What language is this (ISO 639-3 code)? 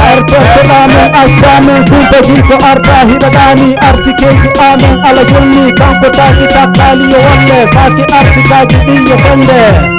ful